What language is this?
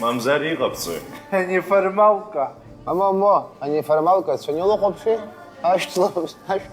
Abkhazian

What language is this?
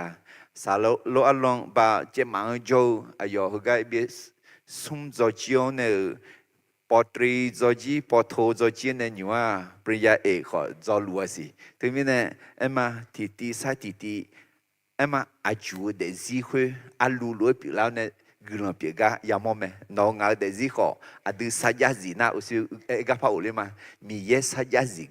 Akha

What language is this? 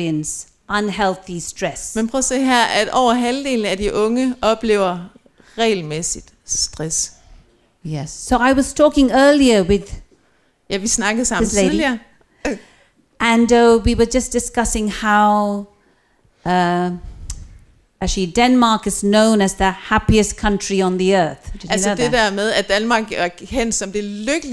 Danish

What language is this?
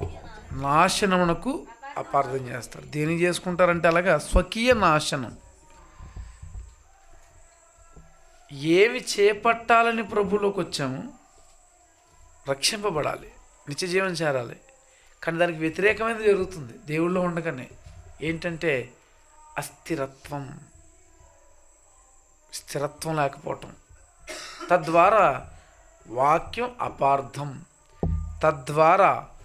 Telugu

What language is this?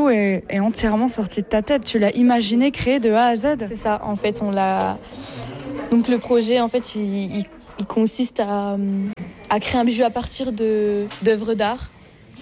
French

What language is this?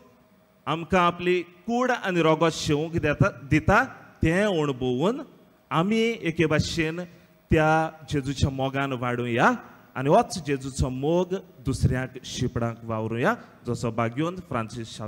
Konkani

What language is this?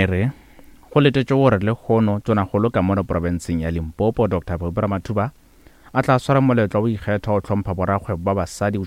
Northern Sotho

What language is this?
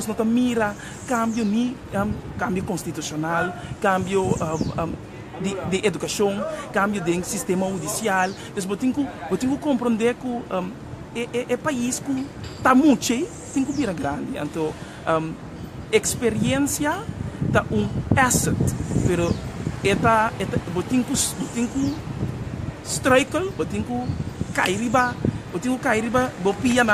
Papiamento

